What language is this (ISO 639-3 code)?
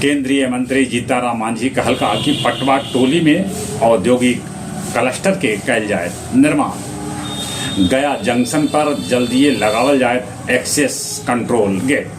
mag